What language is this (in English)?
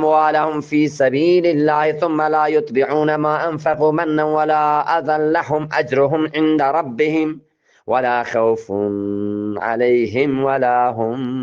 Eastern Balochi